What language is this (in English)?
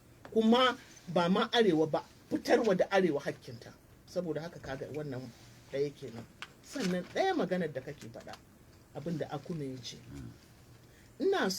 Hausa